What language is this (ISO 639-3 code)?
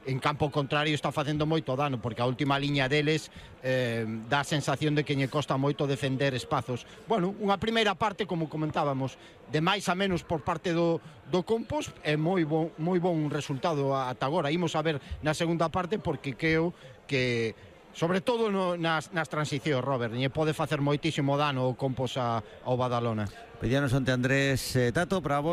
glg